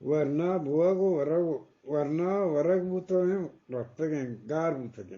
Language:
Eastern Balochi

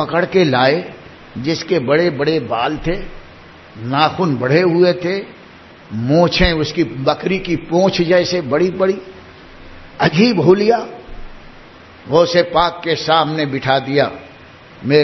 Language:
Urdu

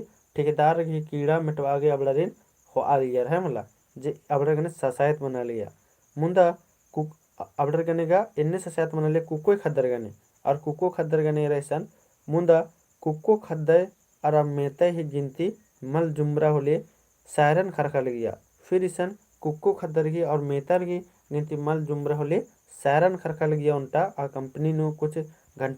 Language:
Kurukh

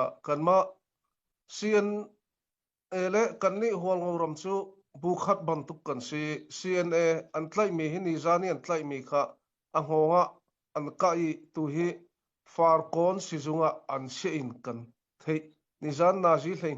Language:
Hakha Chin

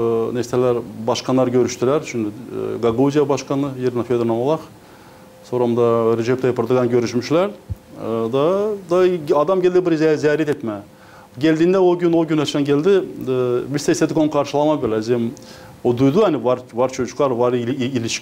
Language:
Gagauz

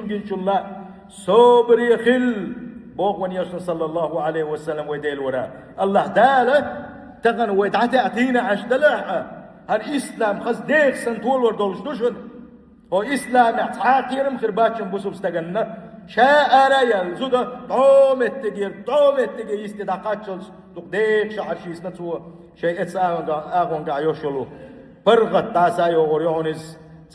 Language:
Chechen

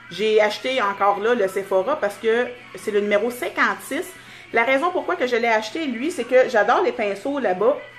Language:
French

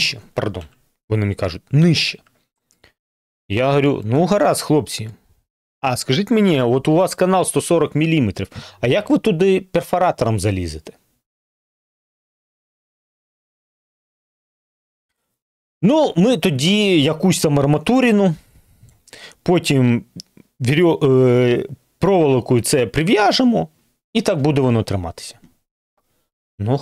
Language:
Ukrainian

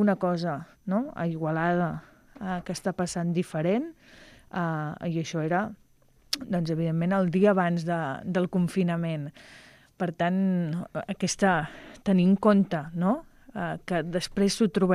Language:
Catalan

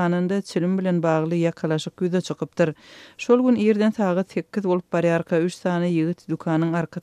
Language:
Turkmen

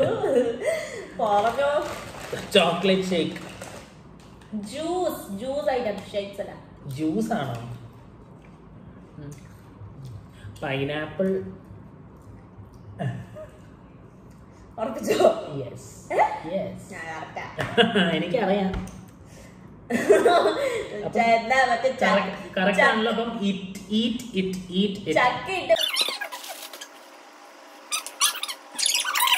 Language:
Malayalam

